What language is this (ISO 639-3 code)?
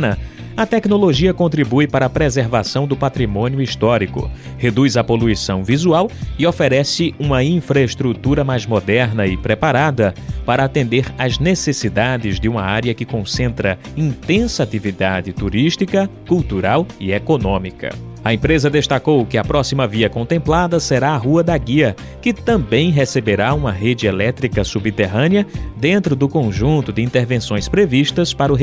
por